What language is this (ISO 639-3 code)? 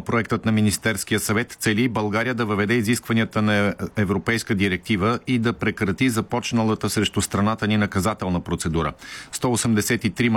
bul